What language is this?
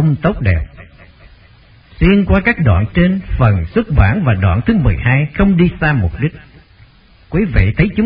Vietnamese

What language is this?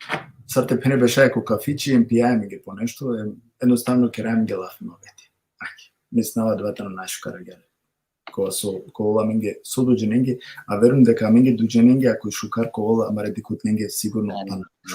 Balkan Romani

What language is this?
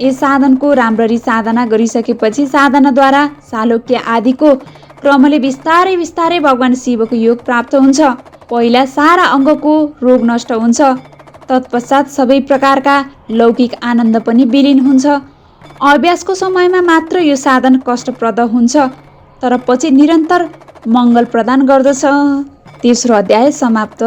Nepali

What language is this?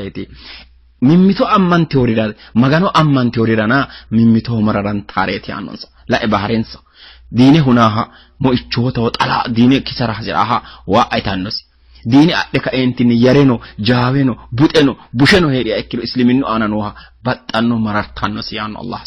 Sidamo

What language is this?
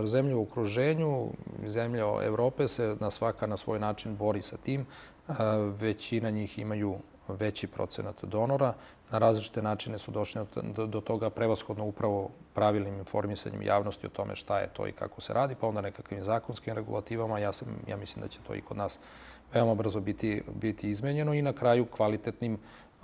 Serbian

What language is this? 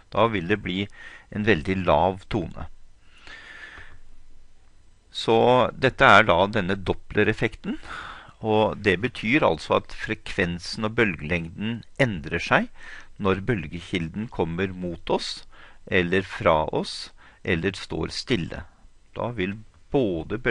Norwegian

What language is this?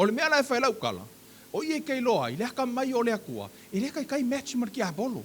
Samoan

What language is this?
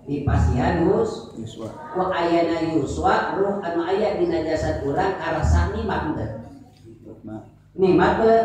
Sundanese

